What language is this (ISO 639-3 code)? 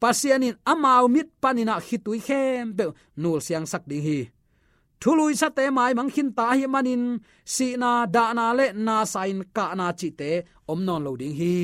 ctd